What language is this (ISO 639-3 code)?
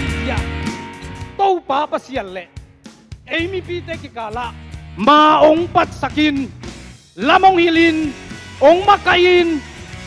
ctd